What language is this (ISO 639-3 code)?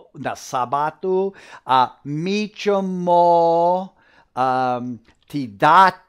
hrv